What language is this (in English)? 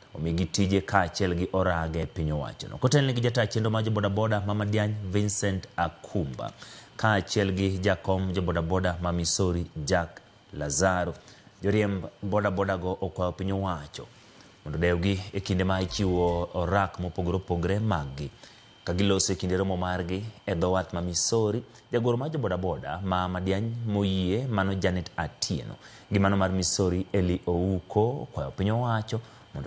Luo (Kenya and Tanzania)